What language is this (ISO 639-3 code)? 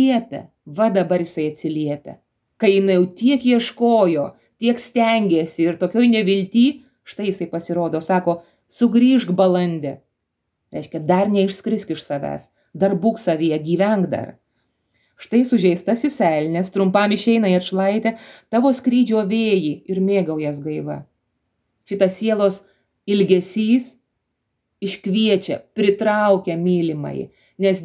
lit